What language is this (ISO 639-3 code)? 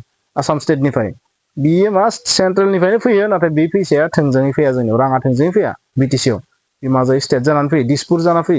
brx